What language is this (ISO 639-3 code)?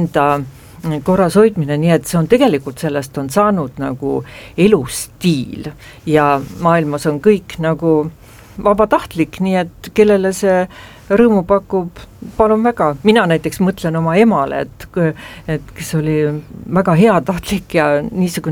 est